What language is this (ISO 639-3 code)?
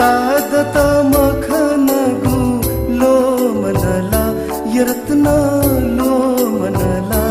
new